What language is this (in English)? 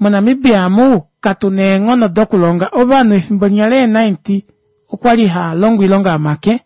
Kuanyama